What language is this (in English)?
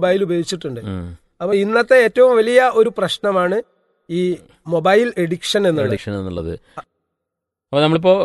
Malayalam